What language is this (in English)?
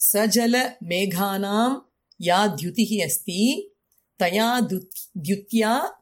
Sanskrit